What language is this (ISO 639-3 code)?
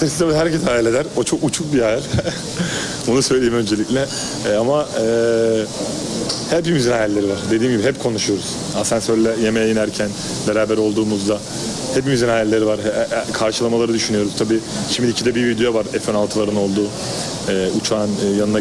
tur